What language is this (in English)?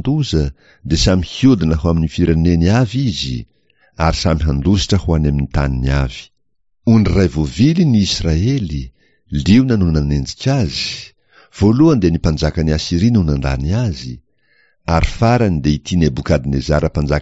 Malagasy